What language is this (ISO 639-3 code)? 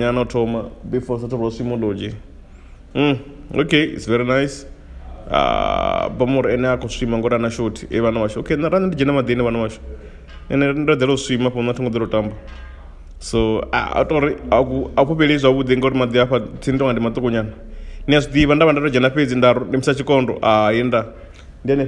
ven